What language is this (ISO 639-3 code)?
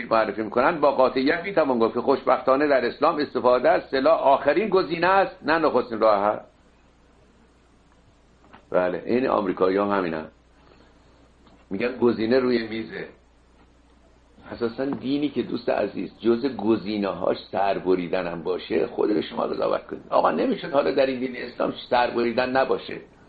fas